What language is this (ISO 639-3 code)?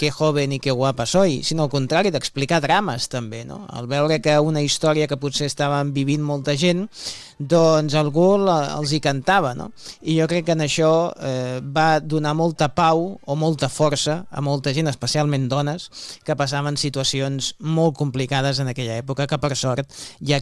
cat